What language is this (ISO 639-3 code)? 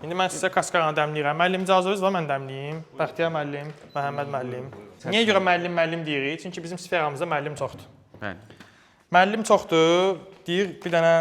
aze